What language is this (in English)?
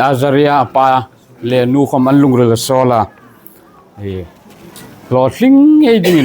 Hmar